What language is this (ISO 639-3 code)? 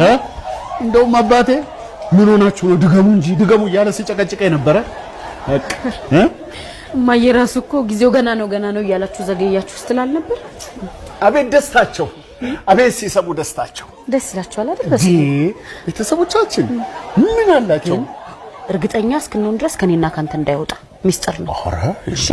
amh